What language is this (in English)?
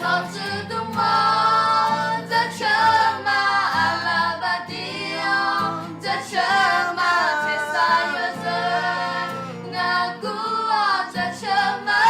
Akha